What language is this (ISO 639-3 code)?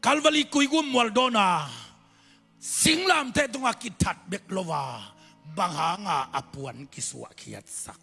ctd